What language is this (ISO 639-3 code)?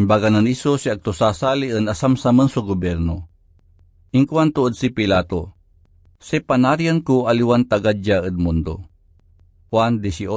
pag